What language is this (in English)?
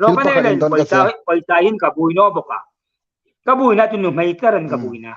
Hmar